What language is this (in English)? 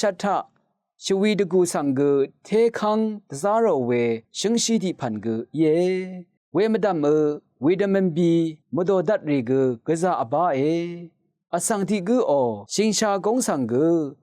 Rawang